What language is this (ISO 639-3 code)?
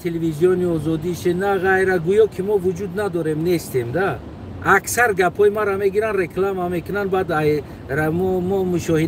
tgk